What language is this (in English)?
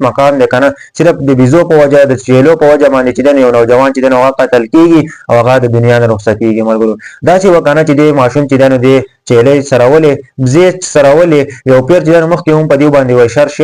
Pashto